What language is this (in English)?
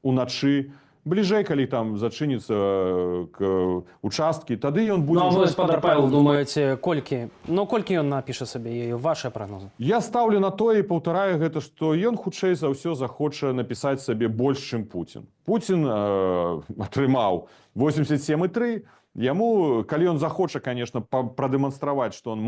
Belarusian